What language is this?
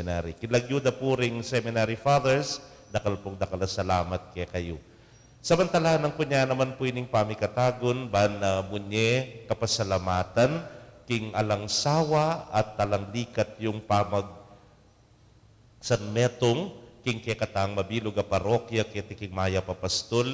Pampanga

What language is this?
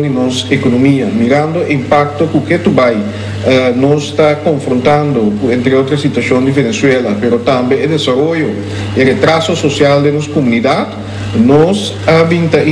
Papiamento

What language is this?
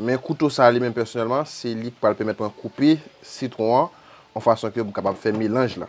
Haitian Creole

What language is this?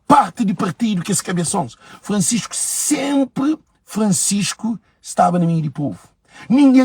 Kabuverdianu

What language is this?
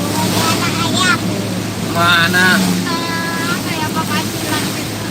Banjar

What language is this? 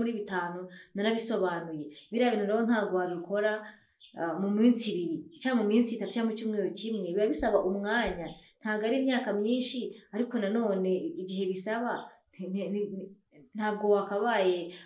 Kinyarwanda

